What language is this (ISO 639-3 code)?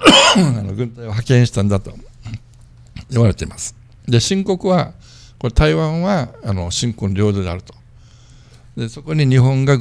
jpn